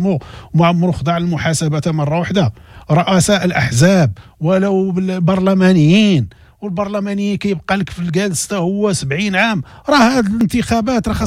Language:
Moroccan Arabic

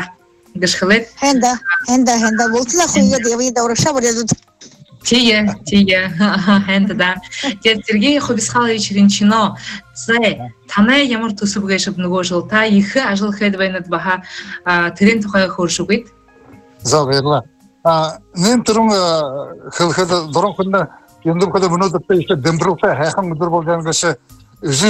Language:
Buriat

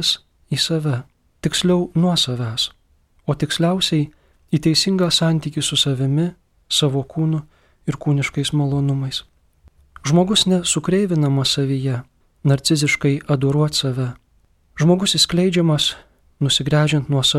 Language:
Lithuanian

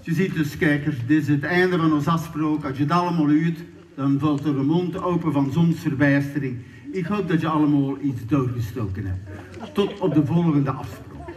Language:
Limburgish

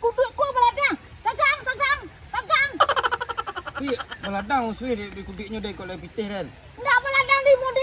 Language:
Minangkabau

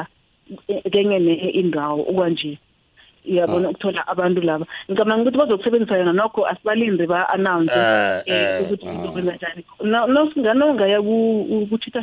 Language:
South Ndebele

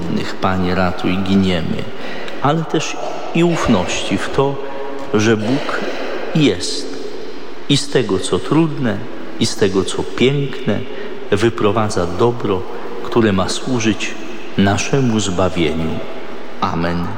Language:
Polish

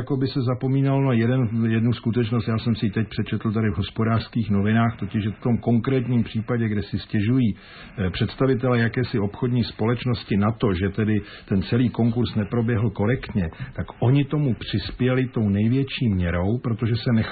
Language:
Czech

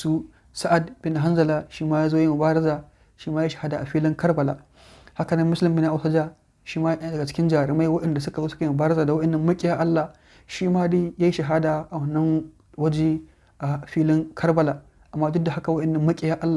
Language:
Hausa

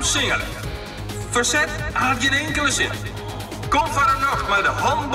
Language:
Western Frisian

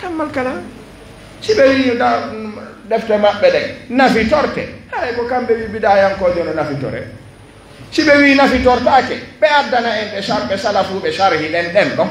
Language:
Fula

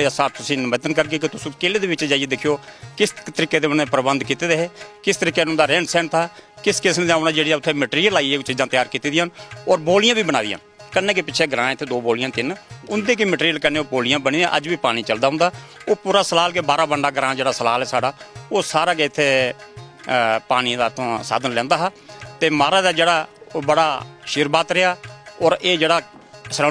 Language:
Dogri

